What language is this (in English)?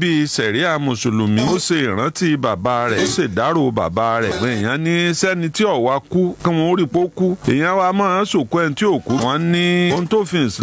Yoruba